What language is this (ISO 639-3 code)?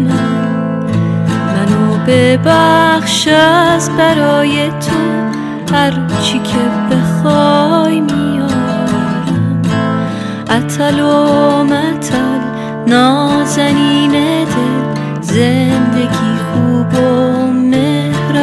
fas